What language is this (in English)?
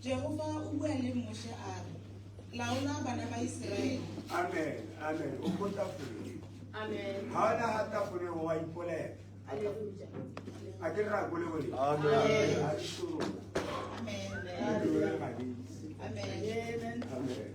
Tswana